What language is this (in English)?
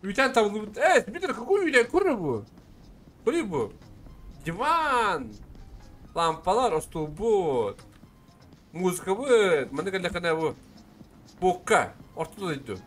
Yakut